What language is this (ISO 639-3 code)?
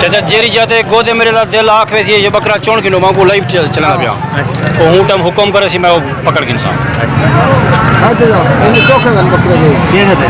skr